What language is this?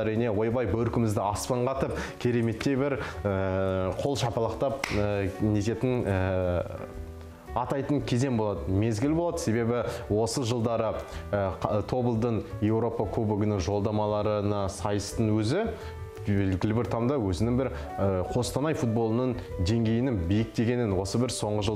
Kazakh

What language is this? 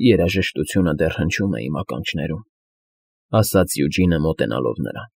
Armenian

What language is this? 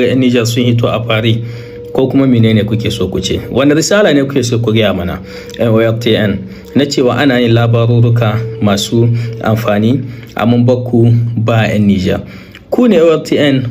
Hausa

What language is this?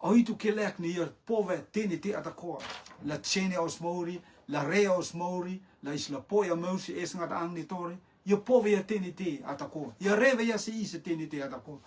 Rotuman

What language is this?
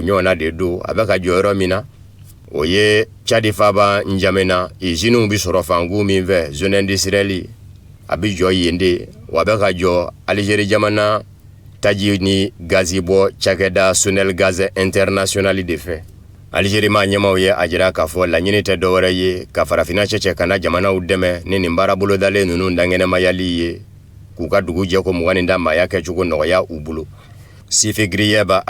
Bambara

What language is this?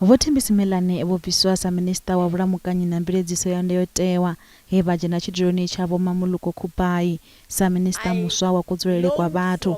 Venda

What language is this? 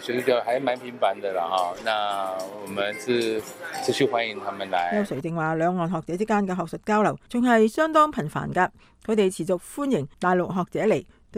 Cantonese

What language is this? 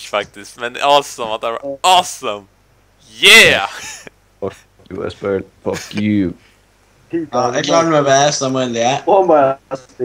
Faroese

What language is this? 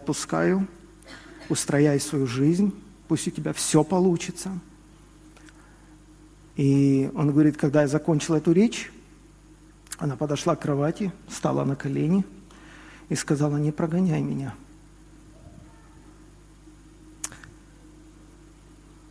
Russian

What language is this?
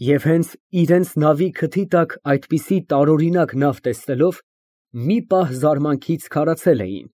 Armenian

